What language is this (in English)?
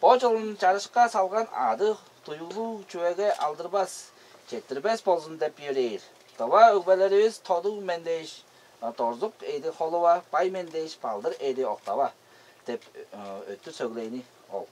Tuvinian